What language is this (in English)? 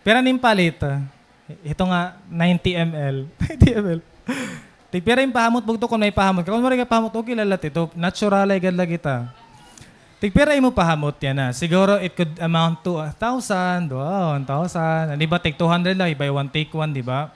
Waray